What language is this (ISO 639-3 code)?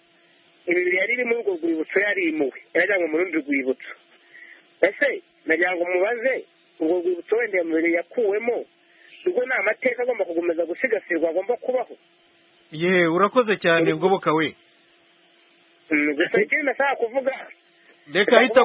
kin